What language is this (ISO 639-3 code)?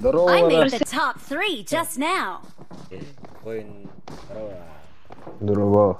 sah